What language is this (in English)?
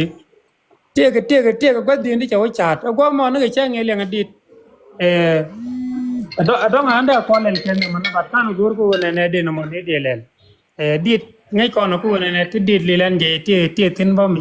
Nuer